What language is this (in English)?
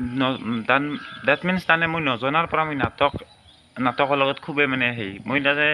Assamese